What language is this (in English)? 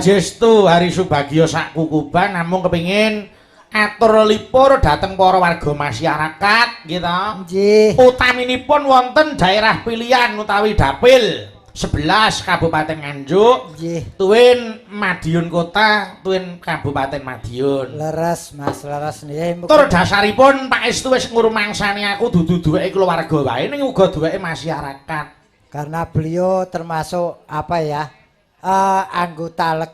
Javanese